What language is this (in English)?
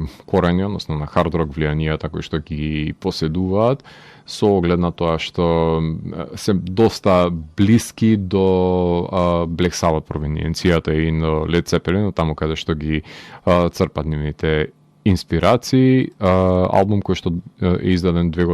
Macedonian